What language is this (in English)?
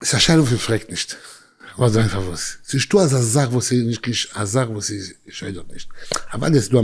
Yiddish